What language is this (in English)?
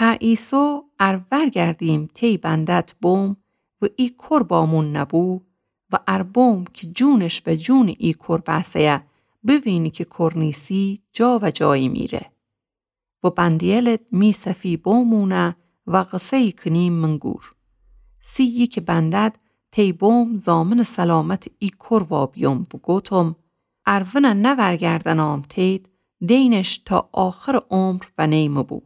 Gilaki